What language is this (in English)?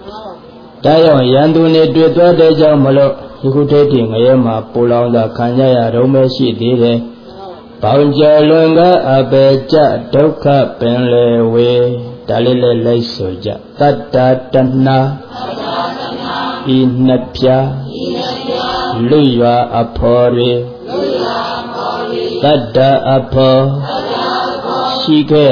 Burmese